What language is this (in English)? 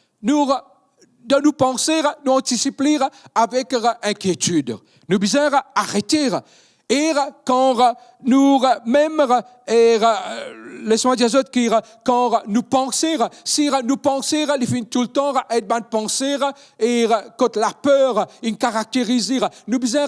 Morisyen